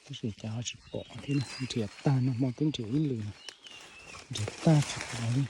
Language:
Hmong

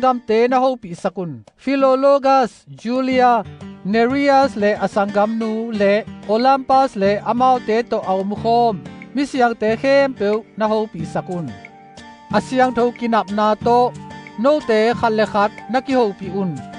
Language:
Tedim Chin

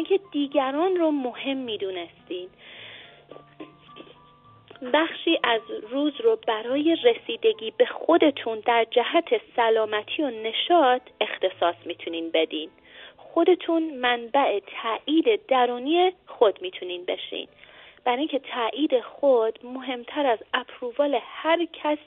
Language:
Persian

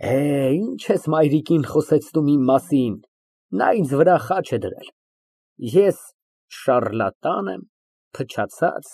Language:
Armenian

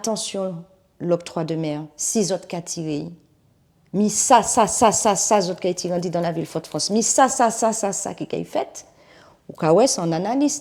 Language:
Guadeloupean Creole French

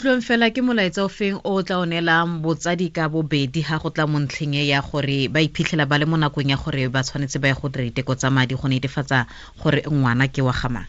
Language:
Tswana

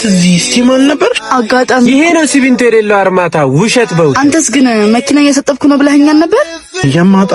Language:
Amharic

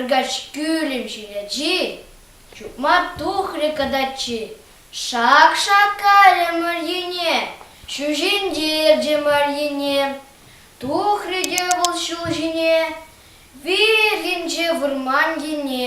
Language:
Chuvash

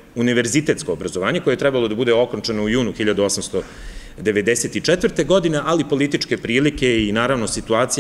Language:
Serbian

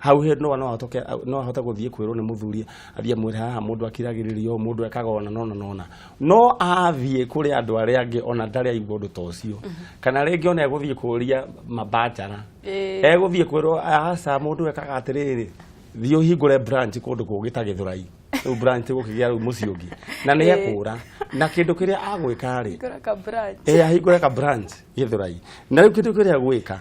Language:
Kikuyu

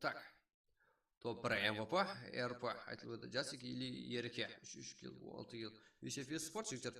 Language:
Kara-Kalpak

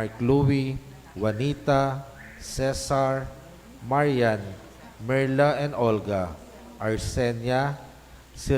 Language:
Pampanga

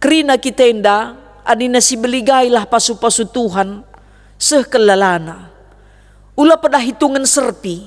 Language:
Batak Karo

